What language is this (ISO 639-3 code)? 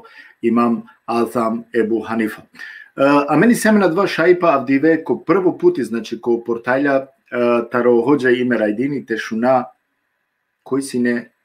rmn